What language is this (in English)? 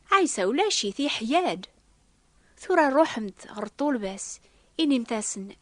Kabyle